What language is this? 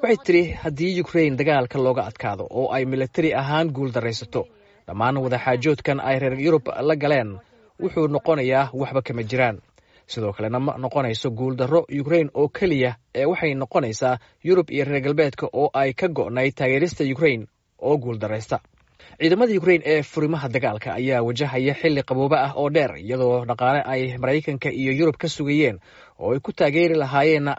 Somali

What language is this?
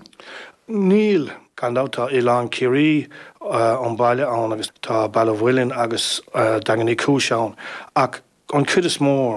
Irish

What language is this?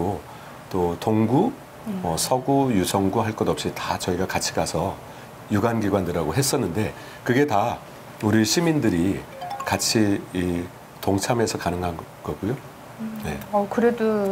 Korean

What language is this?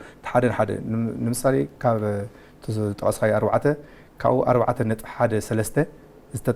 Tigrinya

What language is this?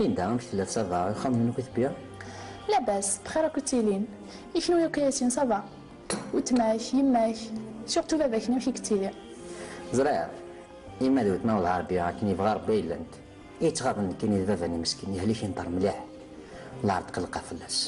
Kabyle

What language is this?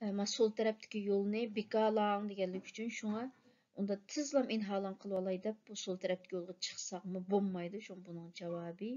Uyghur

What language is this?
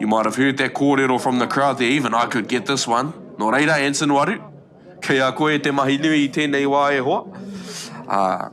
Māori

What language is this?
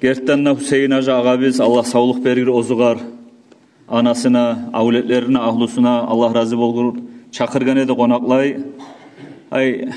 Kumyk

